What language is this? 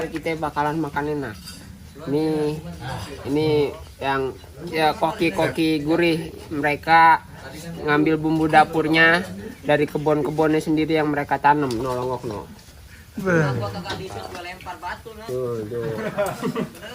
Betawi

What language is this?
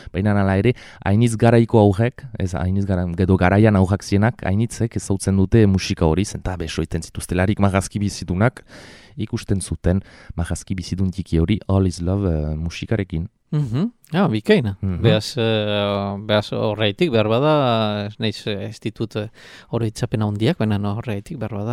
Basque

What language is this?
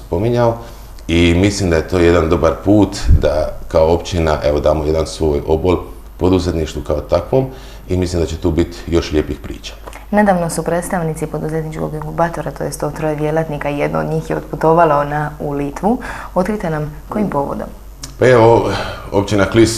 Croatian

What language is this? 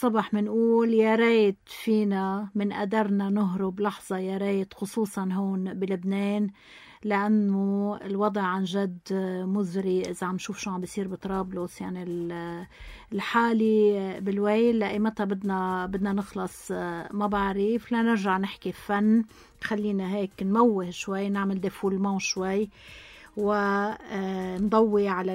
North Levantine Arabic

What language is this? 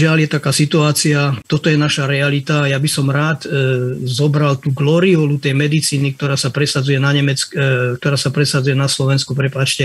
Slovak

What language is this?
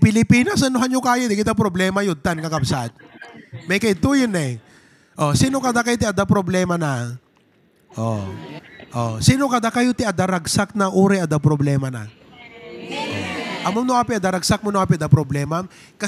Iloko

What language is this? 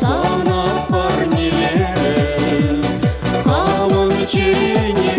Chuvash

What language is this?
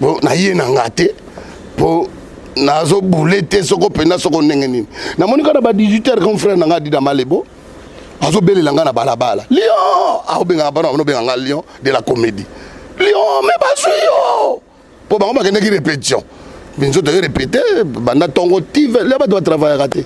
Lingala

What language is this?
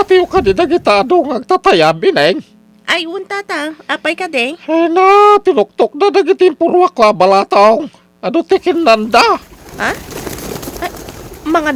Iloko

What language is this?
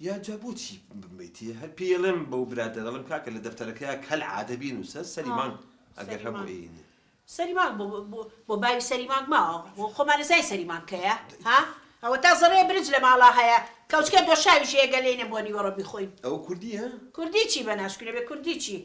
Central Kurdish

